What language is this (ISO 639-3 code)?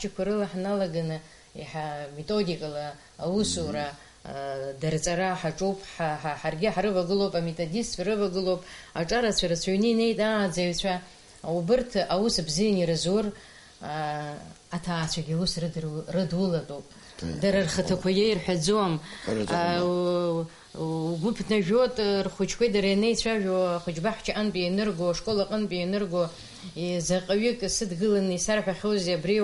abk